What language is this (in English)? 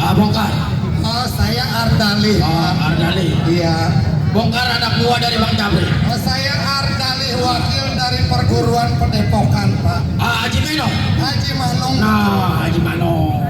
Betawi